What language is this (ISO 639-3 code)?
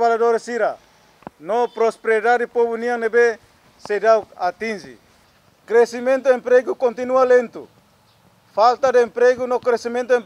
tet